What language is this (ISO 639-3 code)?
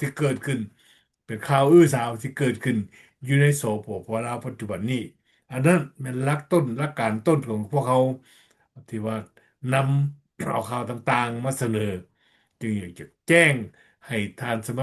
lao